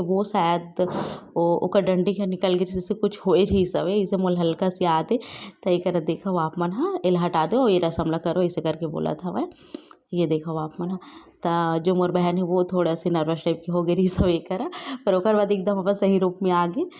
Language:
Chhattisgarhi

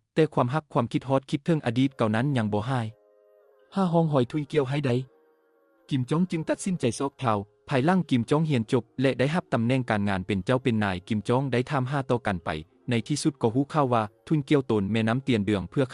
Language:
Lao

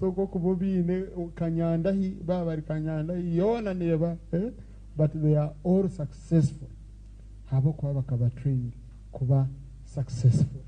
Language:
Nyankole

